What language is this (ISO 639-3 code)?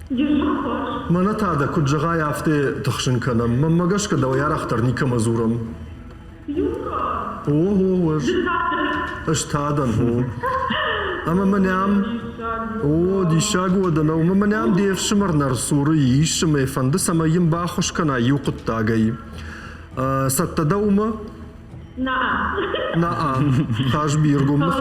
oss